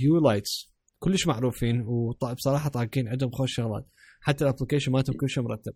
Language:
Mesopotamian Arabic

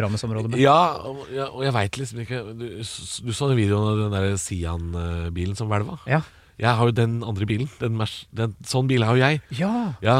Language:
Norwegian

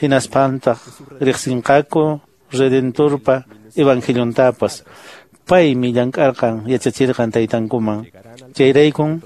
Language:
Quechua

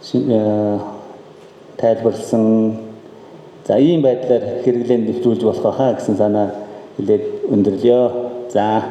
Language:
Mongolian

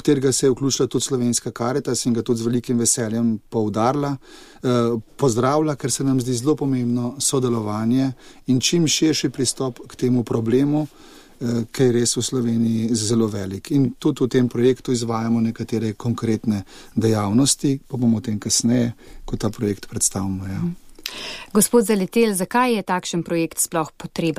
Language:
Slovenian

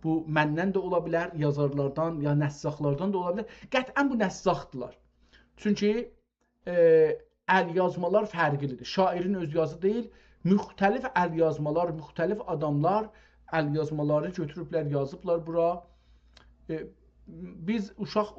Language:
South Azerbaijani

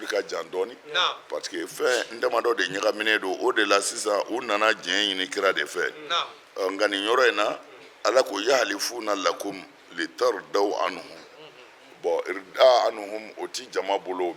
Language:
Bambara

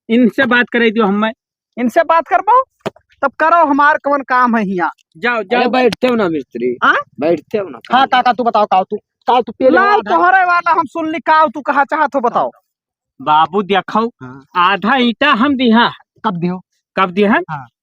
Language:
Awadhi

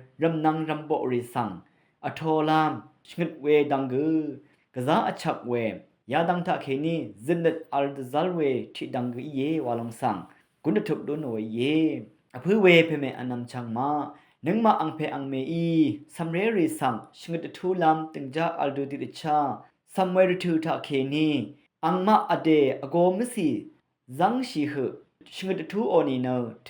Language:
Rawang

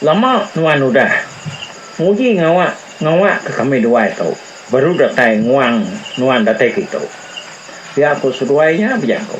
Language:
Iban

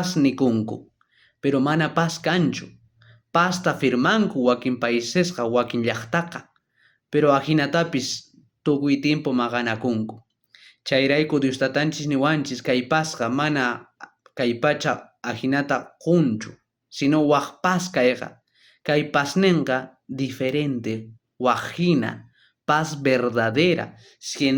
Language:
South Bolivian Quechua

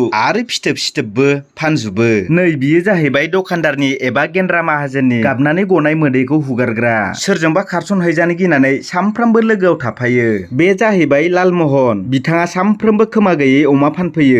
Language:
Bodo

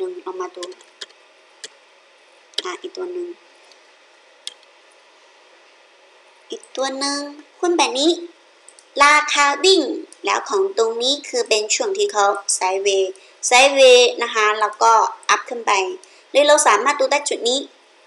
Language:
Thai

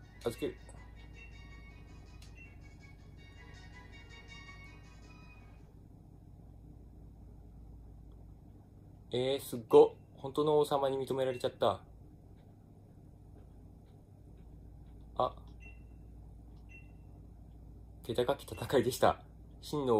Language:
Japanese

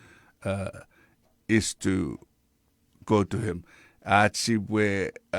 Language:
Chuukese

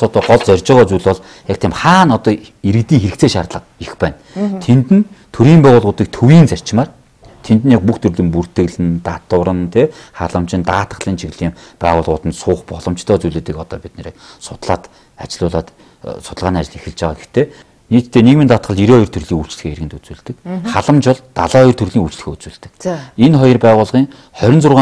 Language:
Mongolian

